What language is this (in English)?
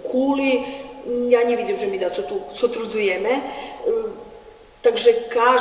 Rusyn